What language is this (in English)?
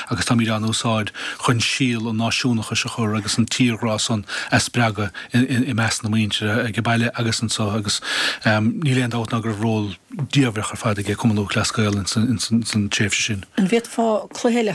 Irish